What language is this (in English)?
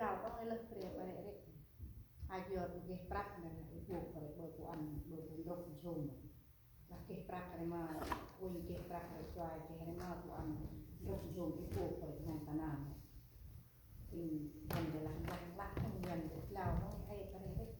Central Mnong